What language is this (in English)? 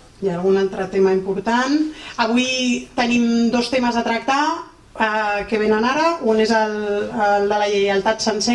Catalan